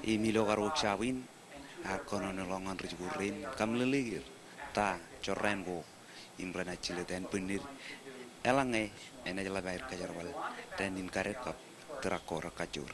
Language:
Marshallese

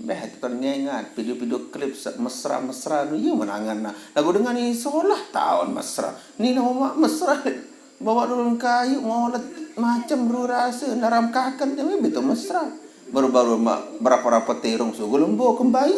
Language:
Sasak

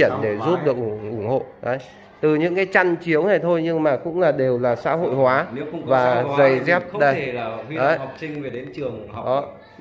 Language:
Vietnamese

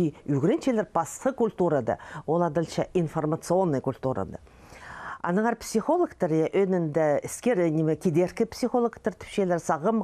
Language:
Khakas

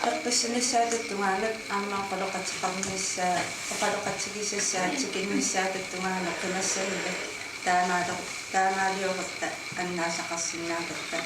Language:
Kalaallisut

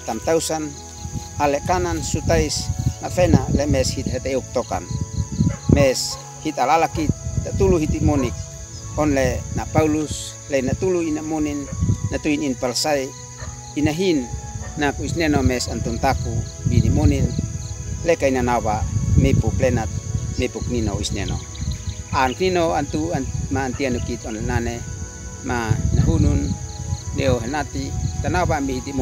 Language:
Uab Meto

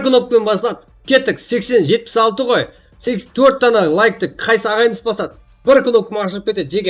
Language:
Kara-Kalpak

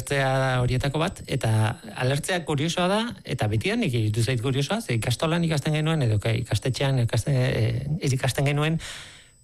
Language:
Basque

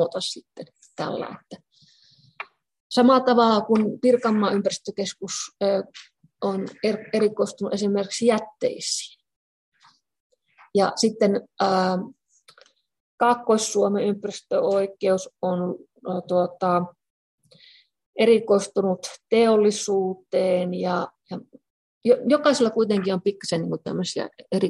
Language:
Finnish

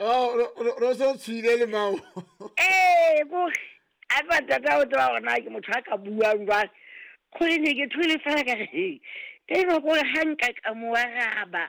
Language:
Southern Sotho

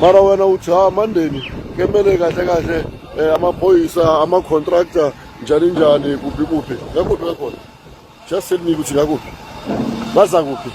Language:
Zulu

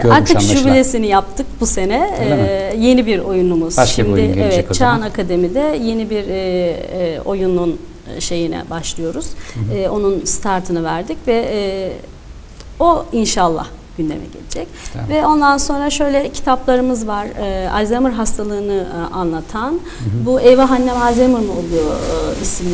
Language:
Turkish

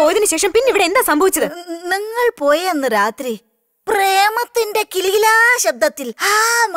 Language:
Malayalam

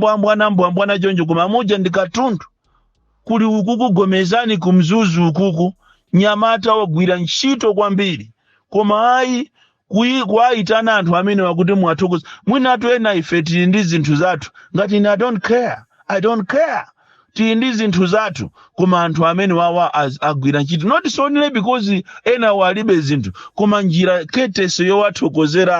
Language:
Nyanja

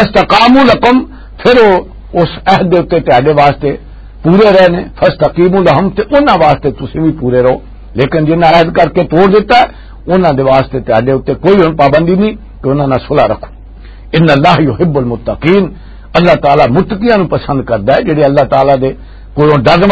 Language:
Western Panjabi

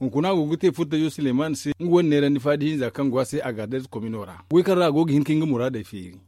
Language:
Zarma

